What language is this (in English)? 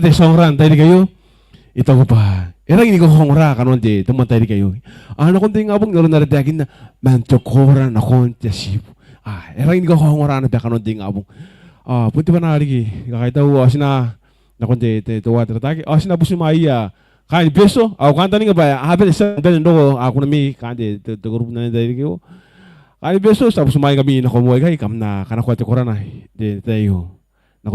Gilbertese